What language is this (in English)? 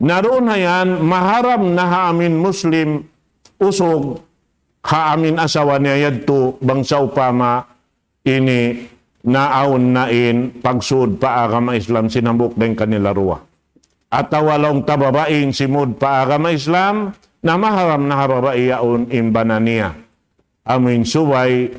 Tausug